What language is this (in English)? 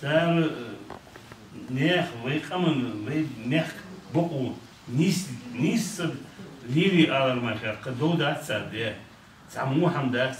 Chechen